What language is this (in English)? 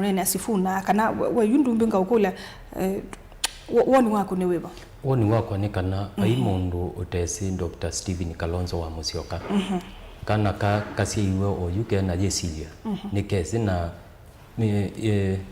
Kamba